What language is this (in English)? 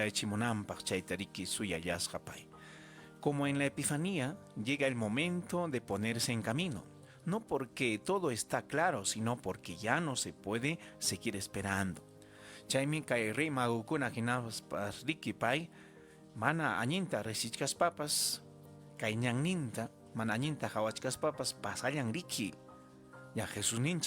Ayacucho Quechua